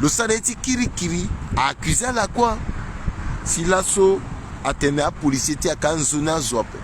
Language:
Sango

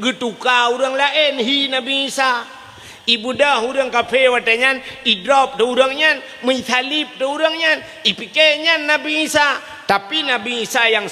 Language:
Achinese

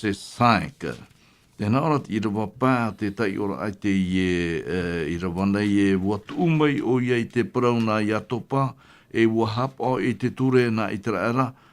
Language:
Tahitian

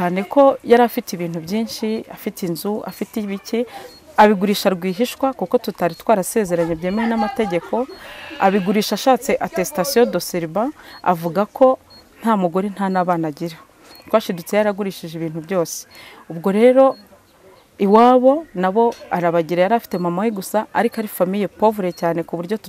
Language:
Kinyarwanda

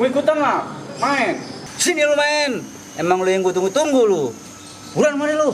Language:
Betawi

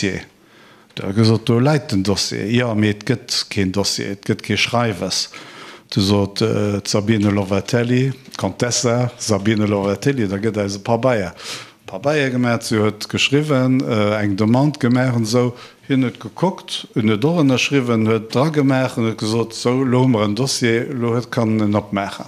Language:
Luxembourgish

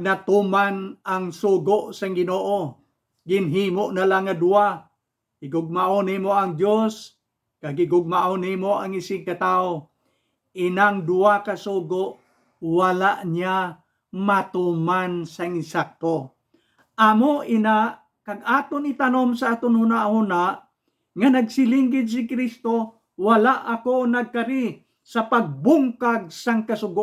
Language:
Hiligaynon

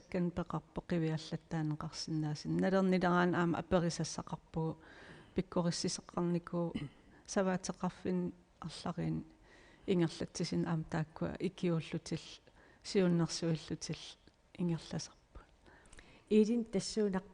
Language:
Kalaallisut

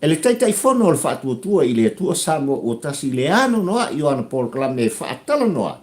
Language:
Samoan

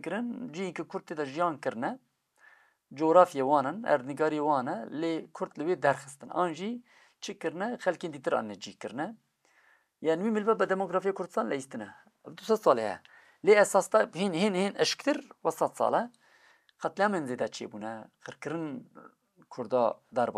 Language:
Kurdish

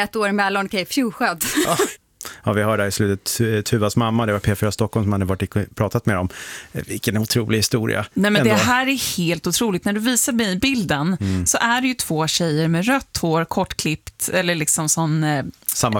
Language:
Swedish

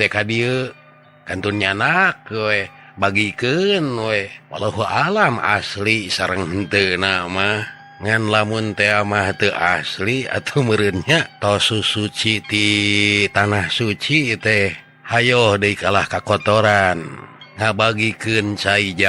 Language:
Sundanese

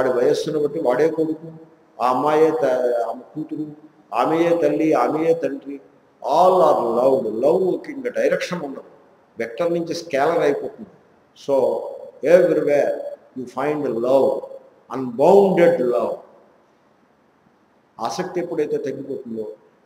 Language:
Telugu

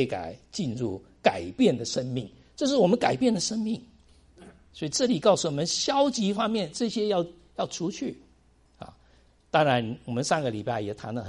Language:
Chinese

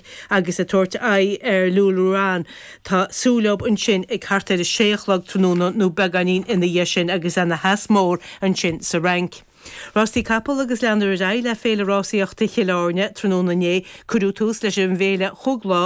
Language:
Irish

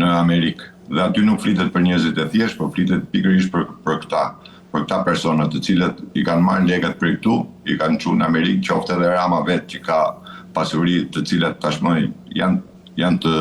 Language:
Albanian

